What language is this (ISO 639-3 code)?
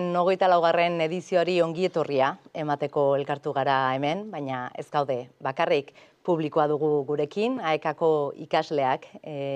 eus